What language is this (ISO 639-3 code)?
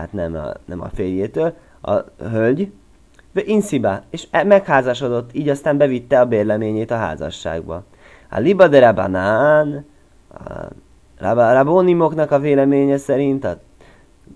hun